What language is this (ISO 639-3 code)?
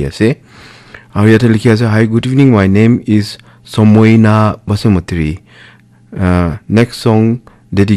nag